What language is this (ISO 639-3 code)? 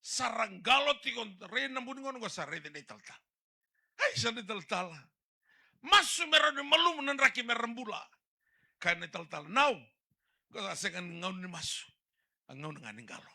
fij